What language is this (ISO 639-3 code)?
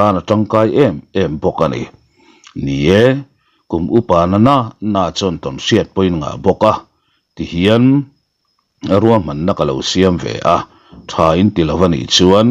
lus